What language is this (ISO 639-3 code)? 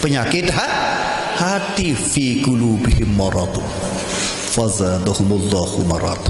sas